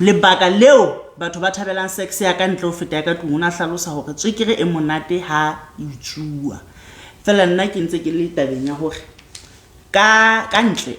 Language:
Southern Sotho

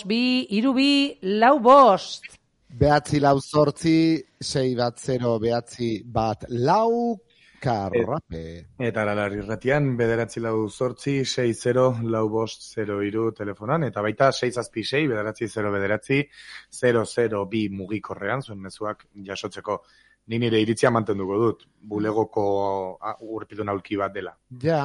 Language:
Basque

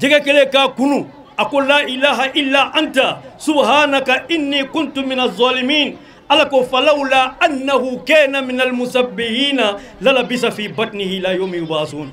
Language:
Bambara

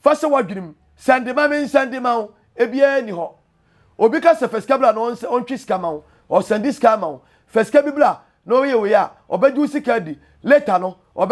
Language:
Akan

